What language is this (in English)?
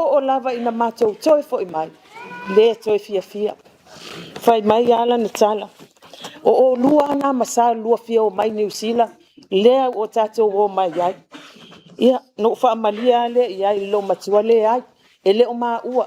Samoan